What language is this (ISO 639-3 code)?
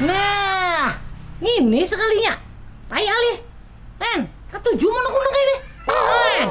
bjn